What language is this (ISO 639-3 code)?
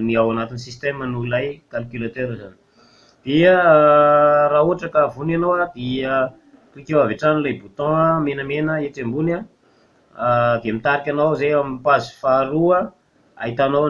mlg